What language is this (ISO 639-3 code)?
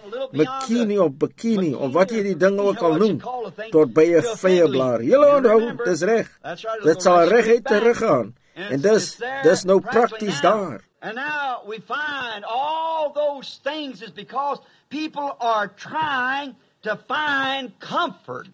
afr